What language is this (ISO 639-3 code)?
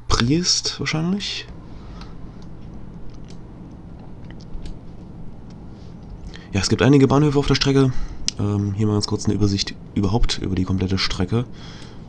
deu